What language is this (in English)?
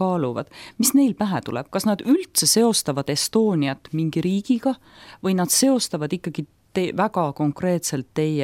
Estonian